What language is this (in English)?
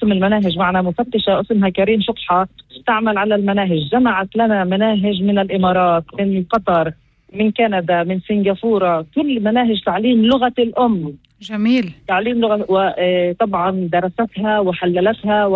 North Levantine Arabic